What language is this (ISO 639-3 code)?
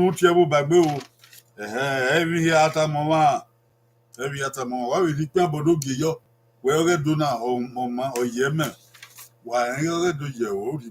bin